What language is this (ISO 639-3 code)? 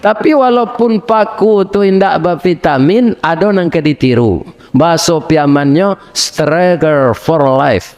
min